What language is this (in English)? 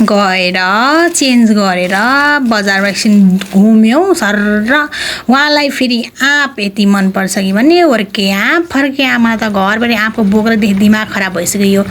Nepali